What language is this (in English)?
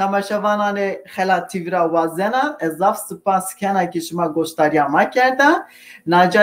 Zaza